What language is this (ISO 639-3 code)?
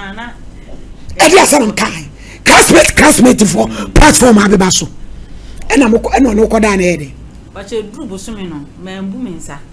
aka